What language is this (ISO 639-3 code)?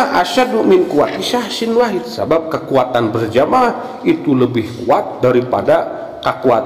sun